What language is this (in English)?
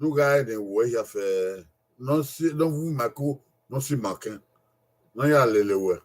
Bini